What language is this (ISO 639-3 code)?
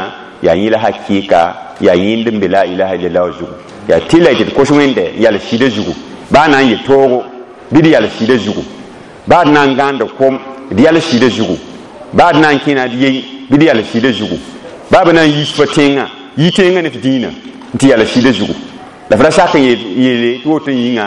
mos